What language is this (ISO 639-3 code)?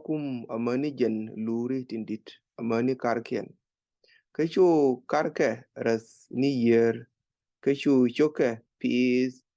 nus